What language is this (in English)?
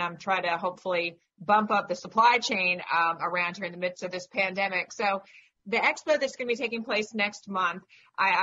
English